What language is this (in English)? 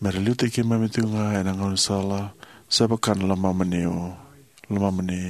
Fijian